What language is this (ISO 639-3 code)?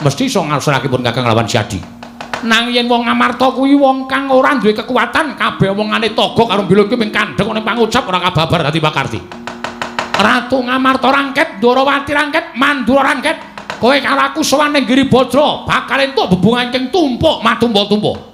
jav